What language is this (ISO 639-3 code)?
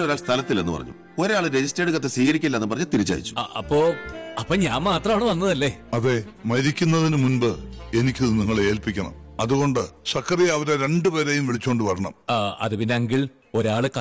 mal